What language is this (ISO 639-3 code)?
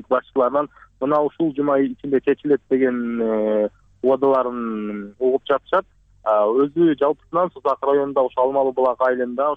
kir